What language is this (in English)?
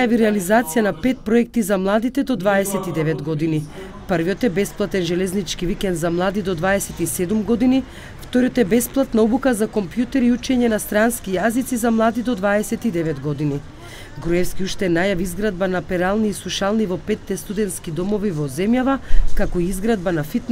Macedonian